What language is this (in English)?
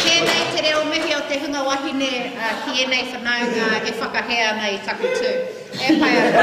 Māori